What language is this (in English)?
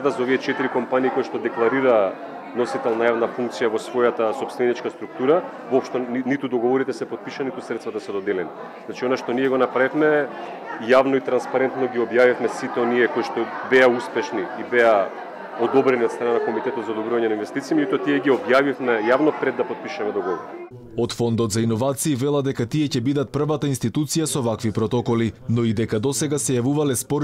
Macedonian